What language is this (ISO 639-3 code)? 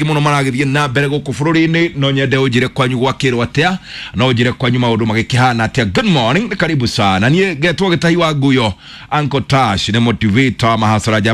kik